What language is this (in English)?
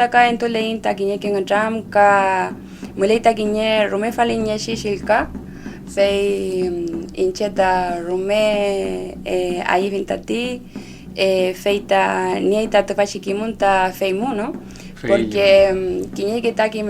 Mapuche